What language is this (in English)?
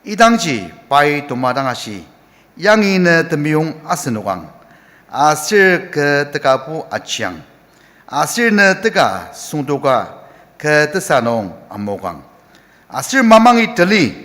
Ao Naga